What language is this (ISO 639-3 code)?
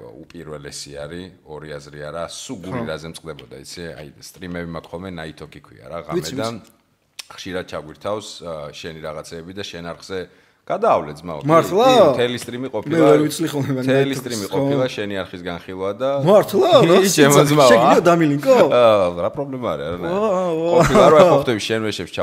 kat